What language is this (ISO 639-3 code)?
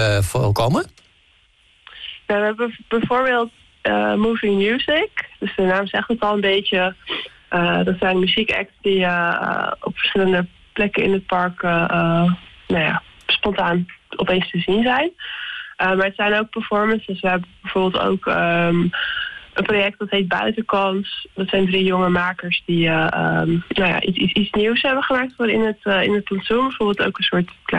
nld